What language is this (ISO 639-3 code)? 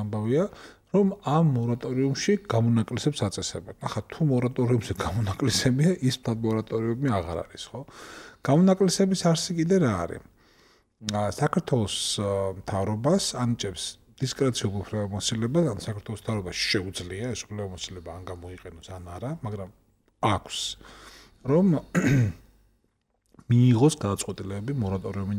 kat